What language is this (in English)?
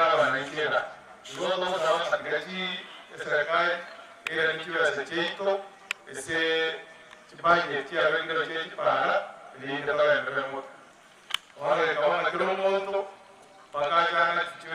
Gusii